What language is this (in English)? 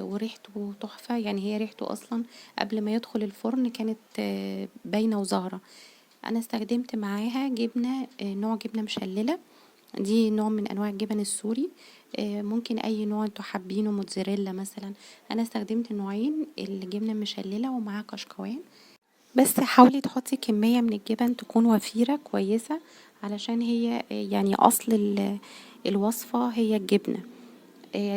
Egyptian Arabic